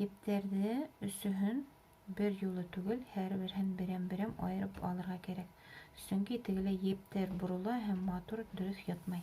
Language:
Bashkir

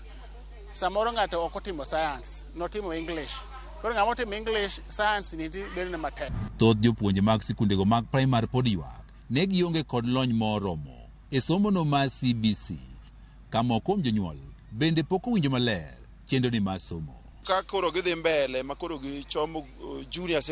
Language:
Luo (Kenya and Tanzania)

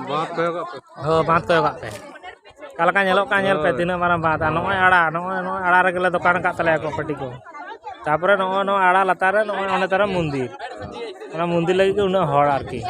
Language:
Santali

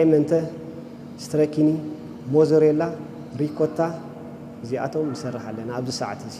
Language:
Tigrinya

